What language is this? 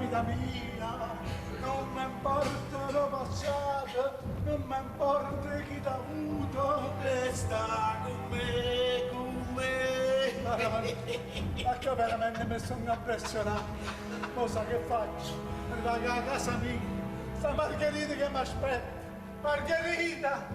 Neapolitan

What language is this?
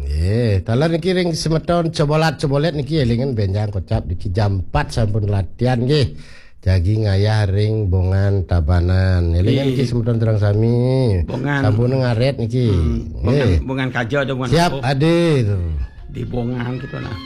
Balinese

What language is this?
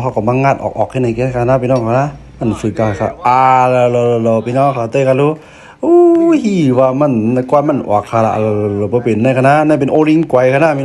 Shan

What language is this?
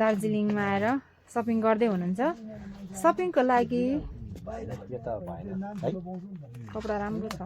Nepali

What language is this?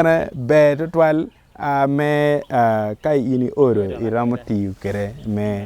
Acoli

